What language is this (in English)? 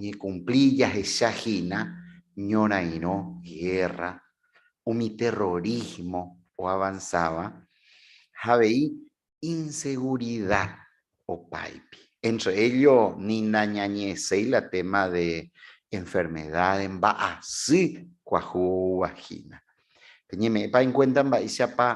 Guarani